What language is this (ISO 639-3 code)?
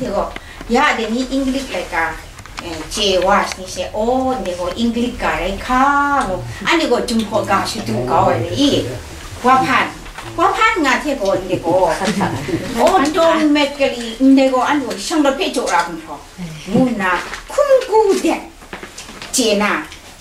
kac